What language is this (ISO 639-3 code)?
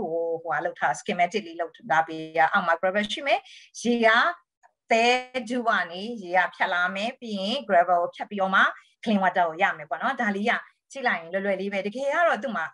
mya